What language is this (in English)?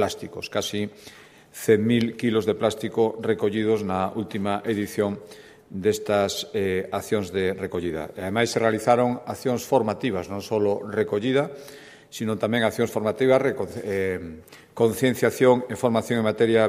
Galician